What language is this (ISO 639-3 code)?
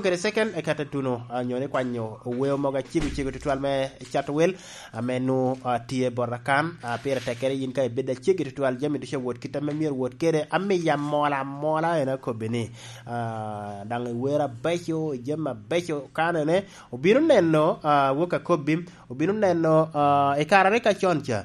laj